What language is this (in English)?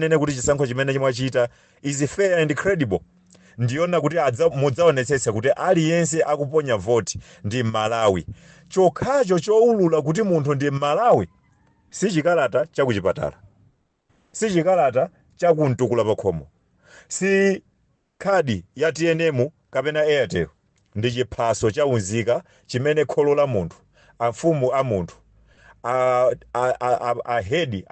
Nyanja